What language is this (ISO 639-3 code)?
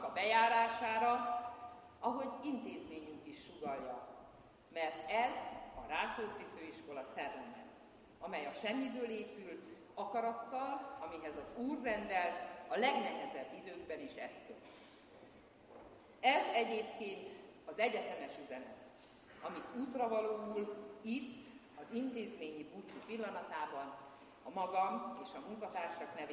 hun